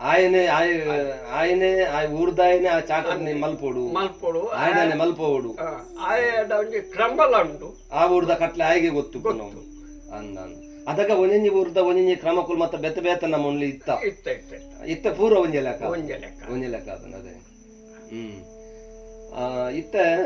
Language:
Tulu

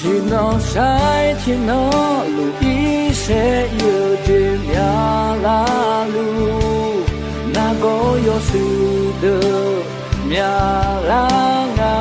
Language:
Akha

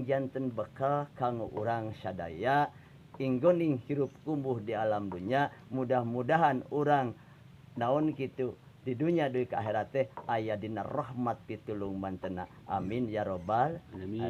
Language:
Sundanese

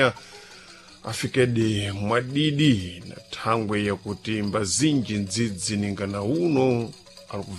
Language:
Sena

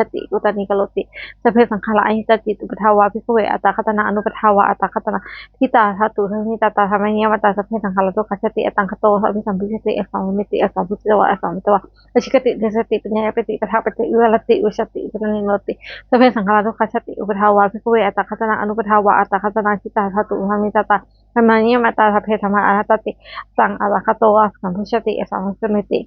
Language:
Pali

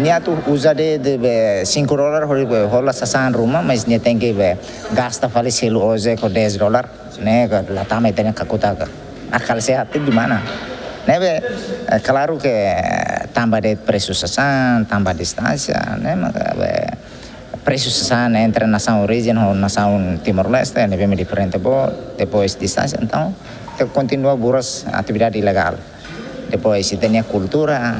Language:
Tetum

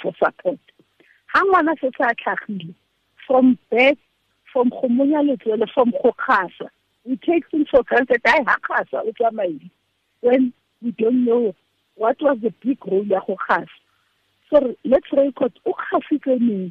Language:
Tswana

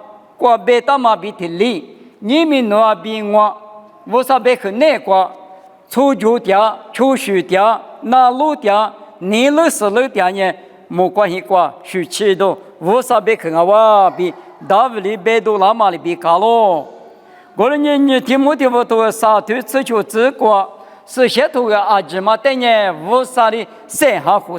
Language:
Lisu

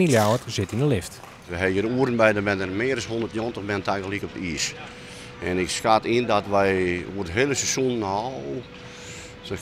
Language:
Western Frisian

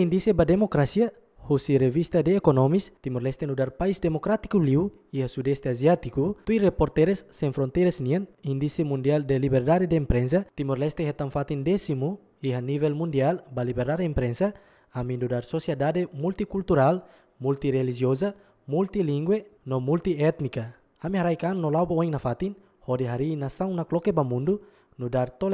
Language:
Tetum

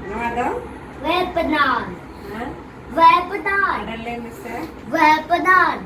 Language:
Santali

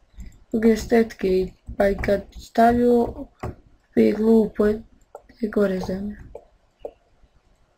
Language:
Bosnian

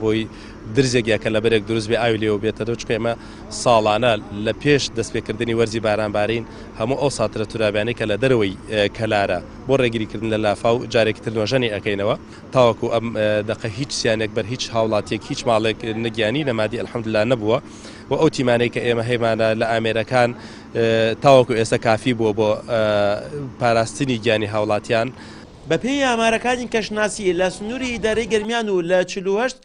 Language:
Central Kurdish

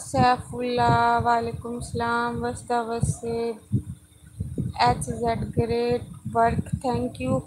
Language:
Saraiki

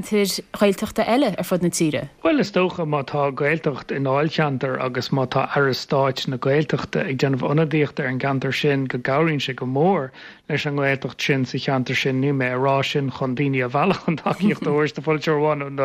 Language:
Irish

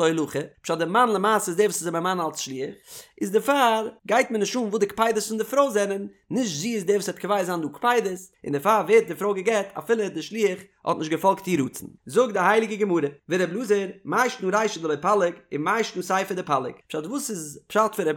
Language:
Yiddish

